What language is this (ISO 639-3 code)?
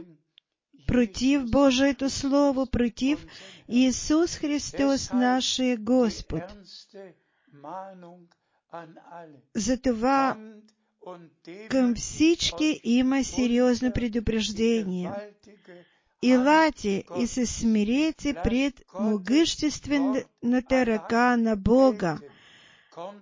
bul